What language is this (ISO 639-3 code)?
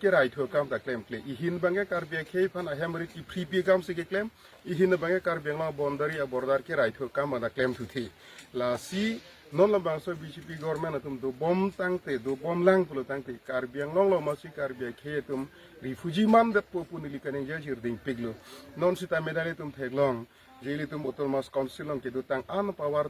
mjw